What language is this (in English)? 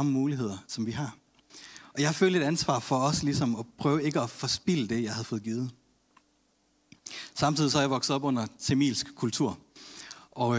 Danish